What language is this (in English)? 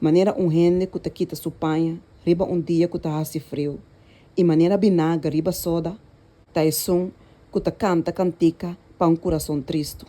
Papiamento